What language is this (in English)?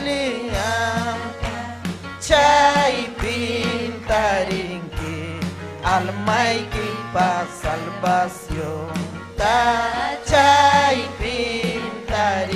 Ayacucho Quechua